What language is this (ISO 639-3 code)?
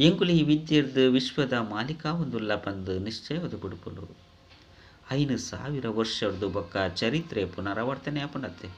tcy